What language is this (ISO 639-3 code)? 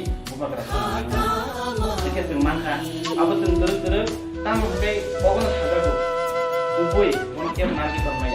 trp